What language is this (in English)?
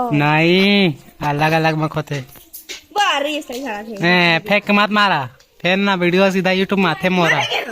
Chhattisgarhi